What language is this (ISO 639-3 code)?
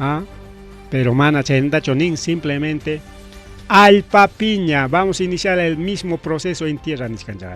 quy